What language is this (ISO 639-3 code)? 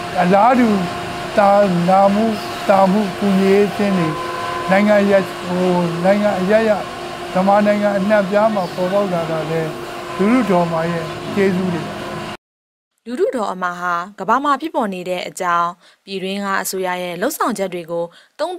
mya